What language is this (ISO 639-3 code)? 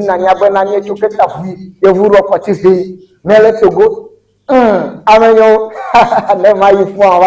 ewe